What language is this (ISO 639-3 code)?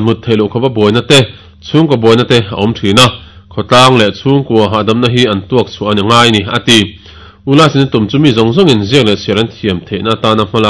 lus